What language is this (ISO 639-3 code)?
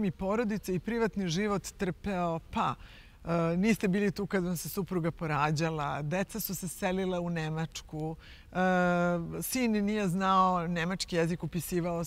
srp